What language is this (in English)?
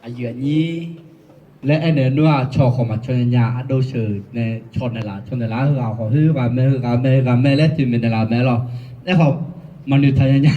Akha